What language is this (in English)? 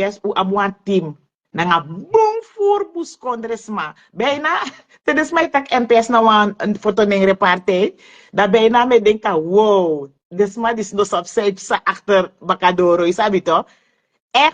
Sranan Tongo